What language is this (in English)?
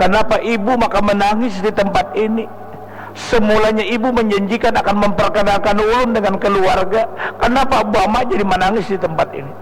Banjar